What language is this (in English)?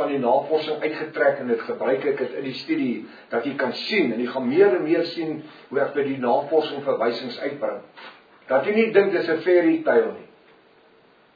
Afrikaans